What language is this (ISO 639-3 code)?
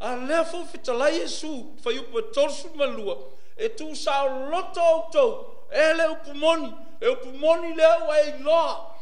smo